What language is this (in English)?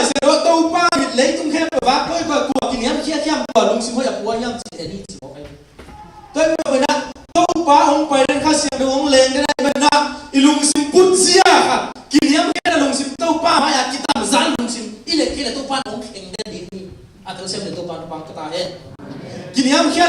Tedim Chin